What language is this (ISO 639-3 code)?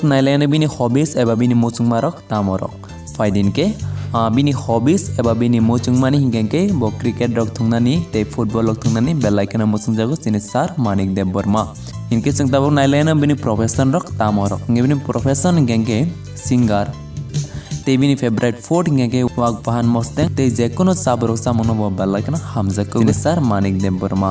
trp